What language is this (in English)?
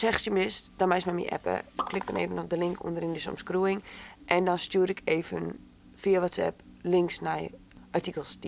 Western Frisian